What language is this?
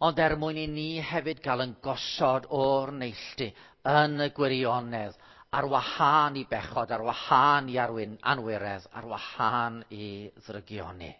Welsh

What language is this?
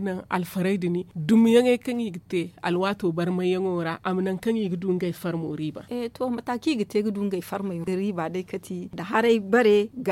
Zarma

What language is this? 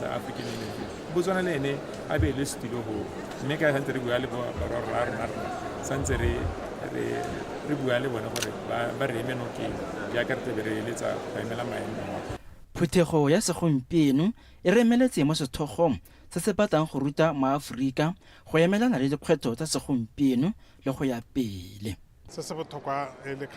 Tswana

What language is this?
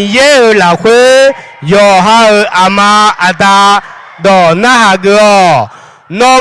Akha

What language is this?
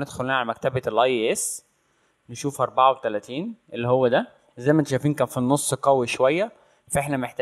Egyptian Arabic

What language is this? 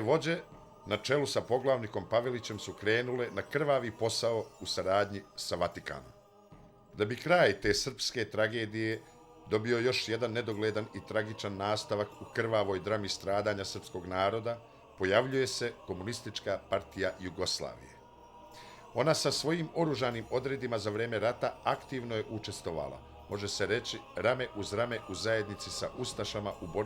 Bosnian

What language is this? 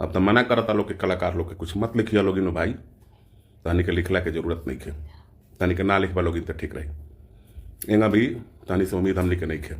Bhojpuri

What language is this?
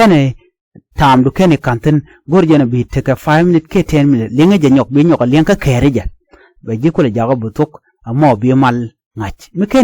Nuer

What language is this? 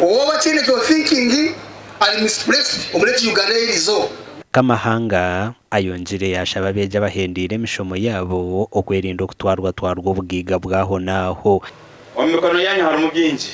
Nyankole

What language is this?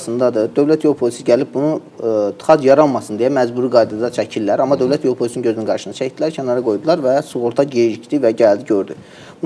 Azerbaijani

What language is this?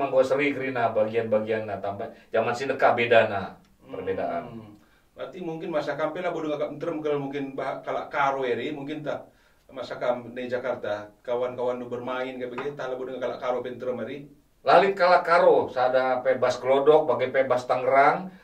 Batak Karo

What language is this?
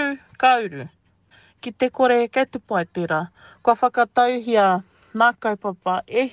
Māori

